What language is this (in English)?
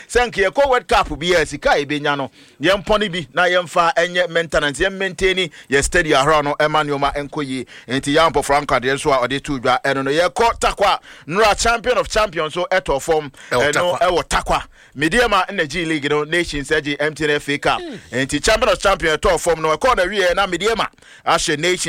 Akan